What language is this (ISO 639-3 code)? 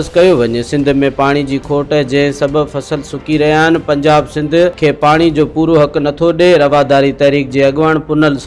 snd